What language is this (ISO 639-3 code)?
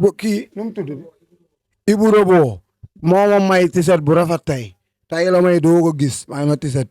wol